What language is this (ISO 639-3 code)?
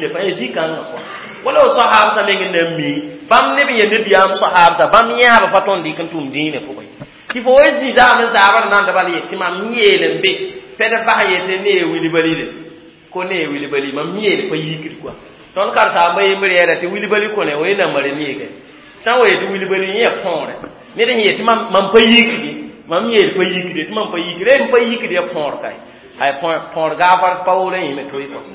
mos